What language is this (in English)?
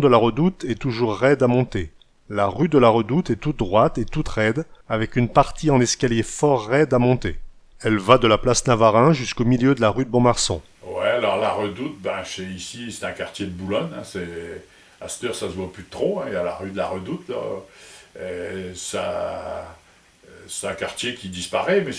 Picard